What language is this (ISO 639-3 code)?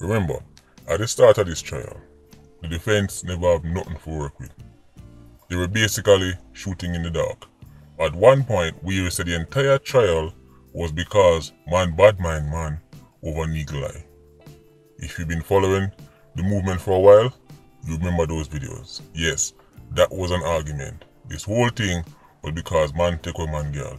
jam